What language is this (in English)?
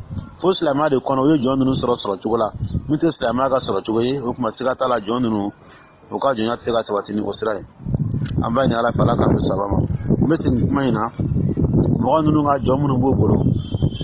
Dyula